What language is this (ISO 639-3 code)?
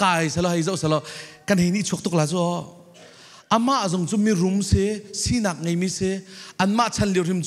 cfm